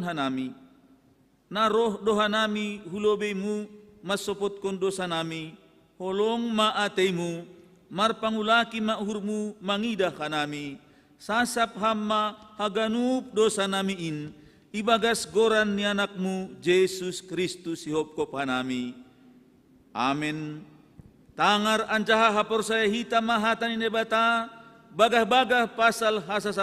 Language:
Batak Simalungun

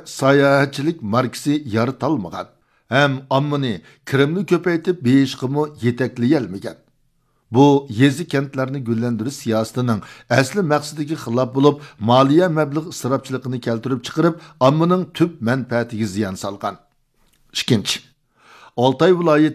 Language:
Uyghur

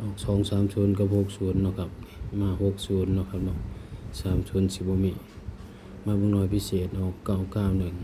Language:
Northeastern Thai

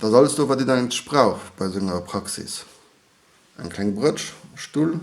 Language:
Luxembourgish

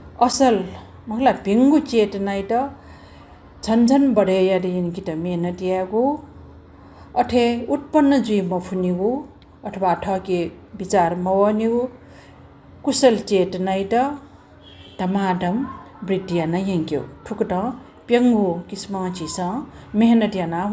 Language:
Newari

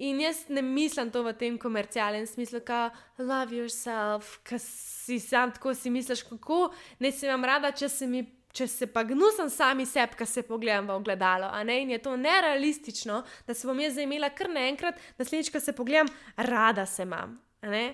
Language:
Slovenian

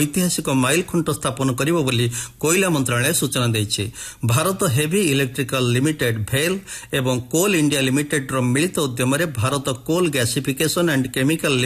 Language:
Odia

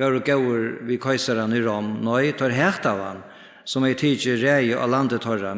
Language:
Faroese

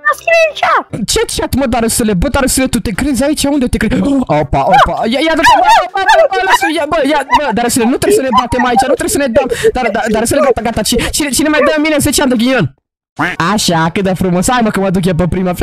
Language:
Romanian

